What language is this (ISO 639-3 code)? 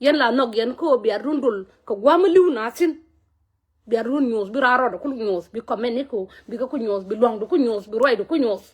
nus